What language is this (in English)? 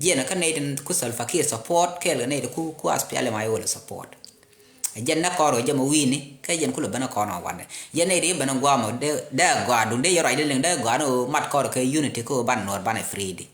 Nuer